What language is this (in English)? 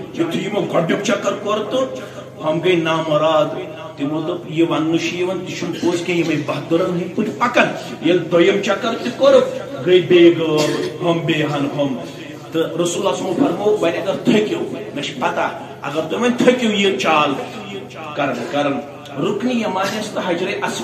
Kashmiri